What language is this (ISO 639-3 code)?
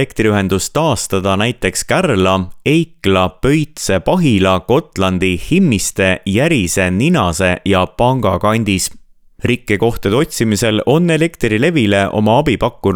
est